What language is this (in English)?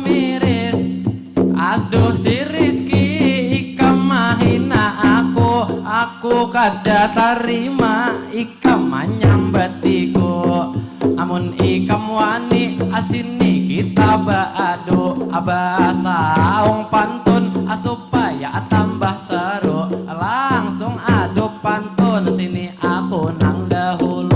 Banjar